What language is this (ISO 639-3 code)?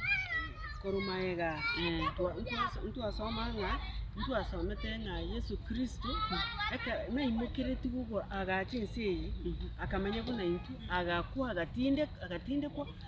guz